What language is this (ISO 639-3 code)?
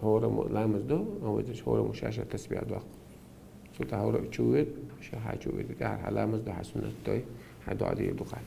che